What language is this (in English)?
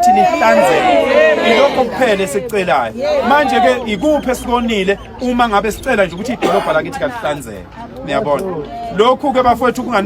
Zulu